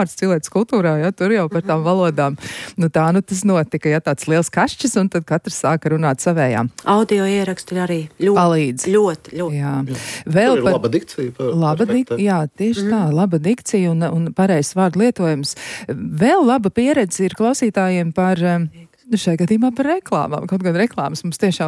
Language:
Latvian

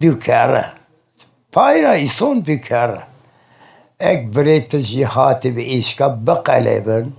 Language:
Zaza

